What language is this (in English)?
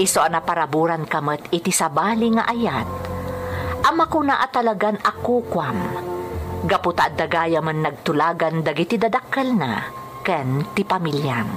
Iloko